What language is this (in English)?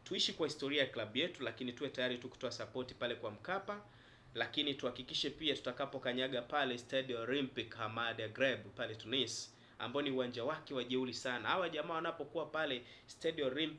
Swahili